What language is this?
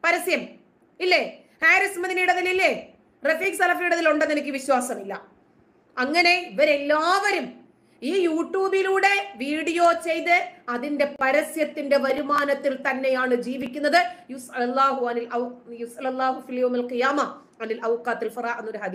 Malayalam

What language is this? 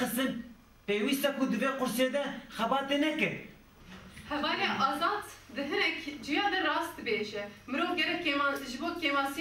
Kurdish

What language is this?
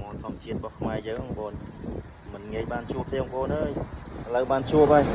Khmer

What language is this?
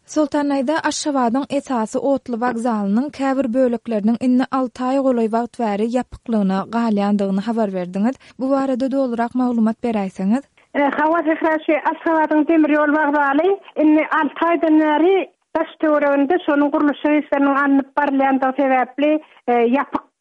Turkmen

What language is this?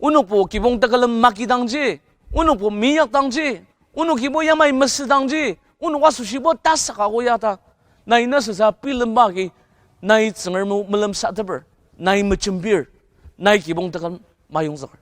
Ao Naga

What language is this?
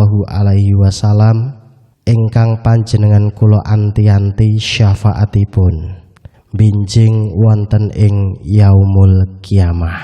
Javanese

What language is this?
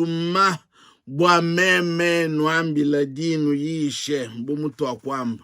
Luba-Lulua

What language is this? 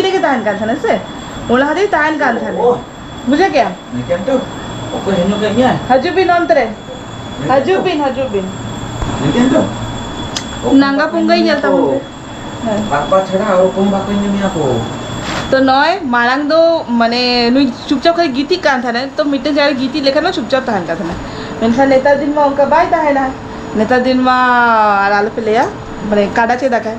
Santali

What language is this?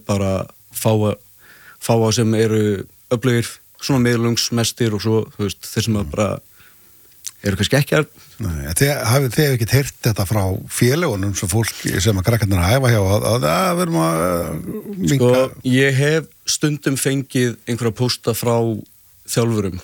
Icelandic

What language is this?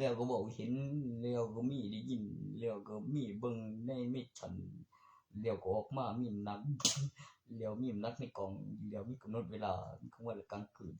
Northeastern Thai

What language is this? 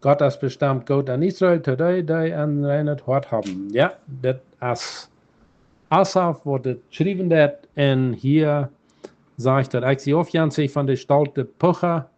Plautdietsch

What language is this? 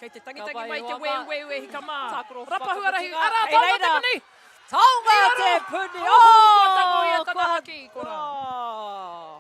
Māori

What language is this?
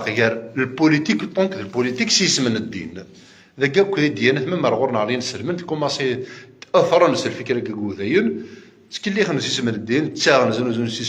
Kabyle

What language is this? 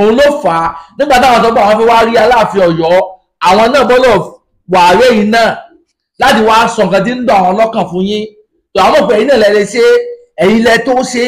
Yoruba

